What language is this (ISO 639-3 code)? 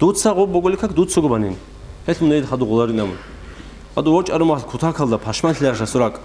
ava